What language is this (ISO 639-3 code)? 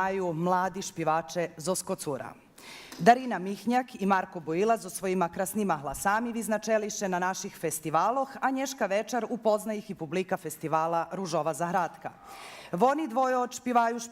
rue